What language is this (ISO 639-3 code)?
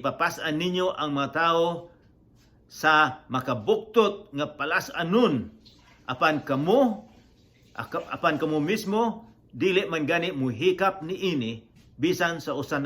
ceb